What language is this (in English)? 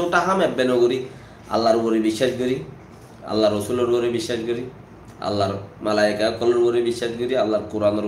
Rohingya